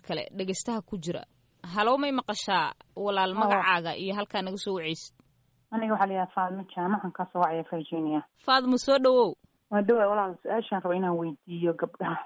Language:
Somali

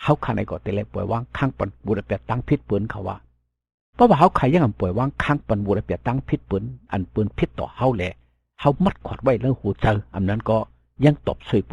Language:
Shan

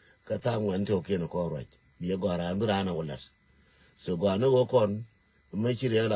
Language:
Nuer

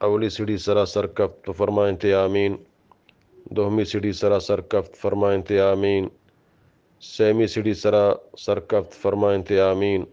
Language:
Eastern Balochi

